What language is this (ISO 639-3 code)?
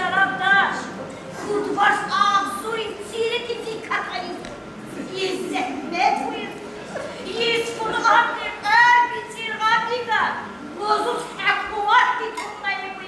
tab